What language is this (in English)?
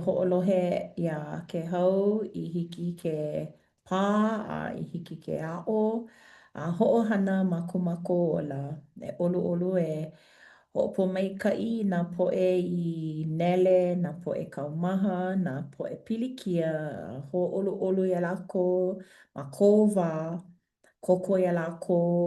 Hawaiian